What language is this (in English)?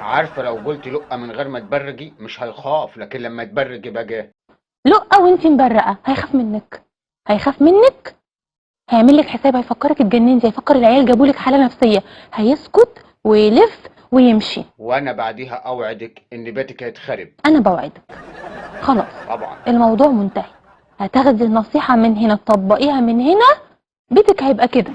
Egyptian Arabic